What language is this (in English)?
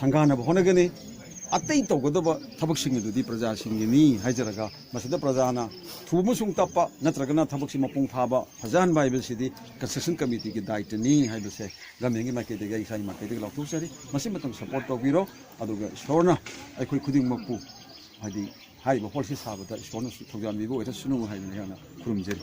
Manipuri